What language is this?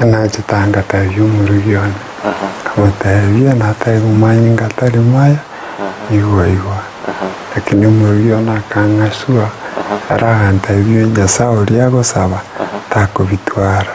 Gusii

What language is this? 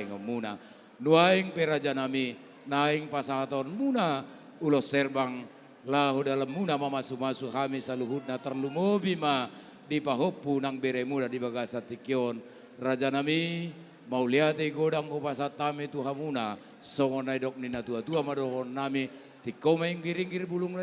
Batak Toba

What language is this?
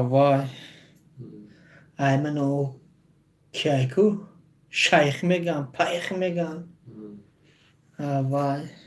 Tajik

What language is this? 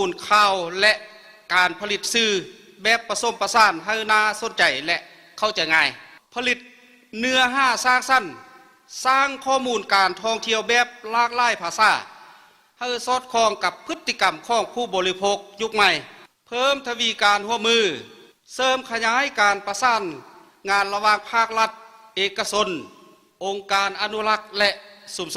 Lao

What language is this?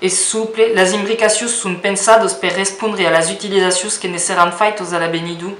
Occitan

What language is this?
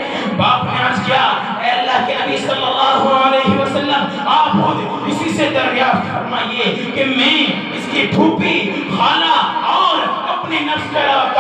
Urdu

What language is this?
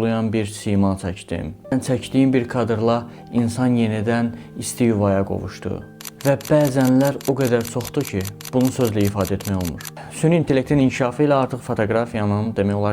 Azerbaijani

